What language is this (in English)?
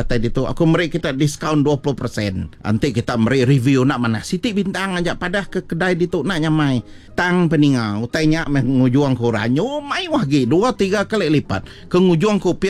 Iban